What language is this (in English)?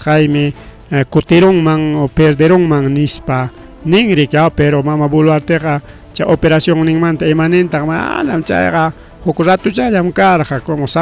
Ayacucho Quechua